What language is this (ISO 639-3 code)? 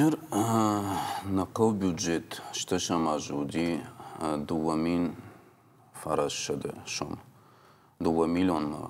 oss